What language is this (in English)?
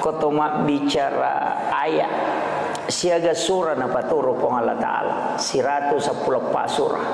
Buginese